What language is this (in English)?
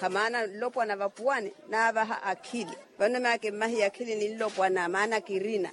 Makhuwa